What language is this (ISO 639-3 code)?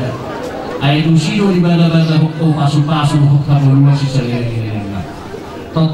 bbc